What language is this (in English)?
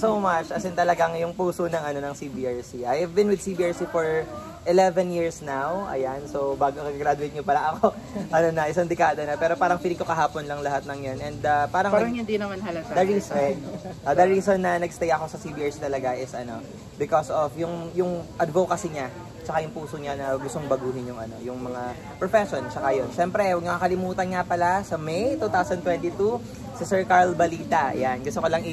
Filipino